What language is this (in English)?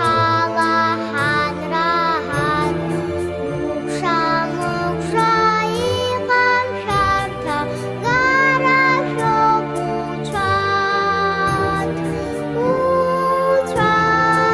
Abkhazian